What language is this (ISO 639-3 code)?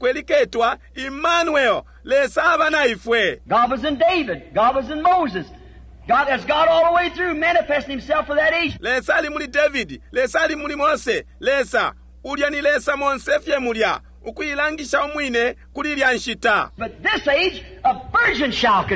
bem